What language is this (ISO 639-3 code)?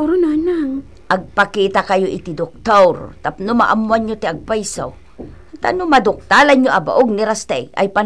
ilo